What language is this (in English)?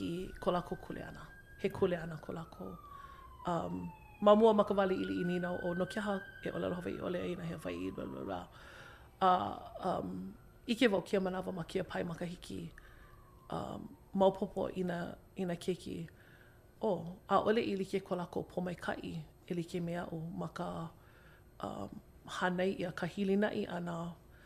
Hawaiian